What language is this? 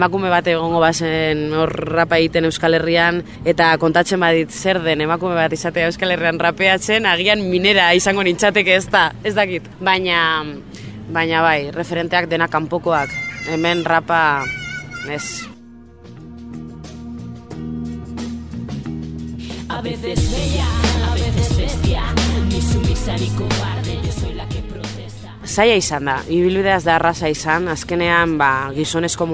Basque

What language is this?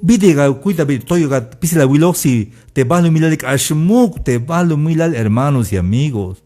Tzeltal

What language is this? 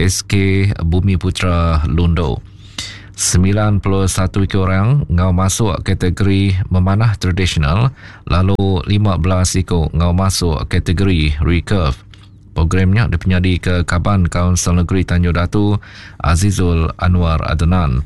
Iban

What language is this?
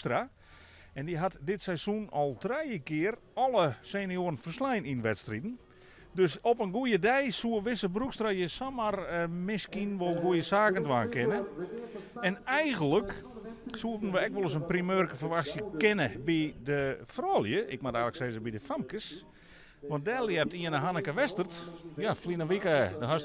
Western Frisian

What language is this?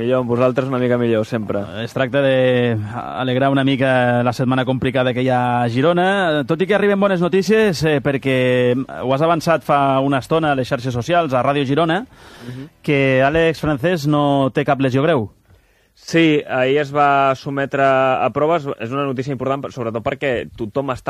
Catalan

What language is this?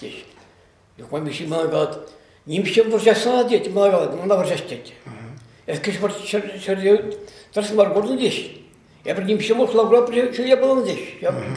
Chuvash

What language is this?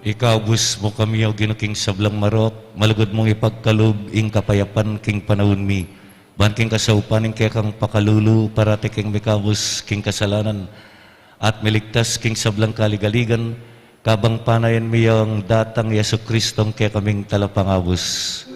Pampanga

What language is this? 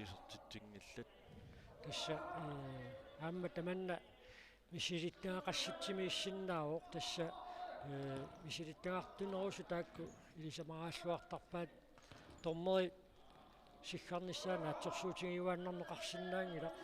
Kalaallisut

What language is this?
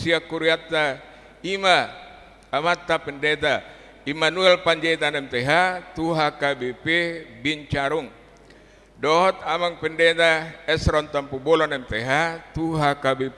Batak Toba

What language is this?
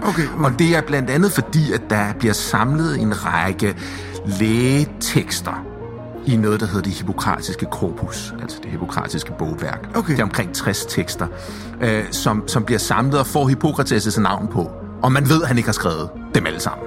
Danish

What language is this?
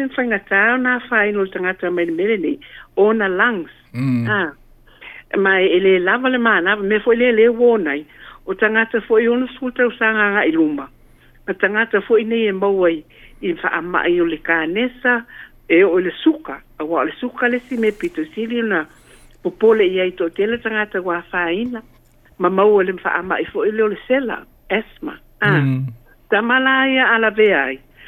Samoan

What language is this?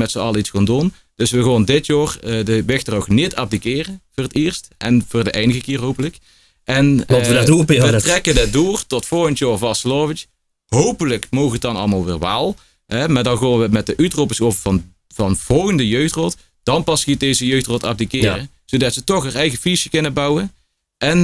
Limburgish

